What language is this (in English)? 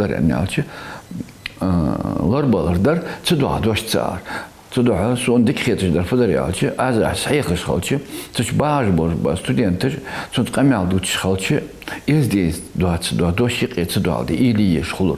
Ingush